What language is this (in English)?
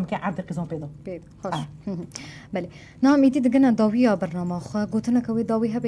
Kurdish